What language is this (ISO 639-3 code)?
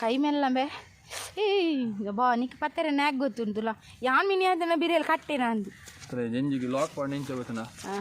tcy